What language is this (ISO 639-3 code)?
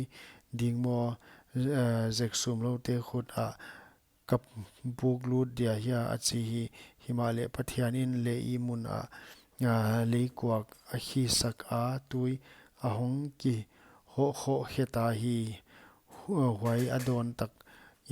pck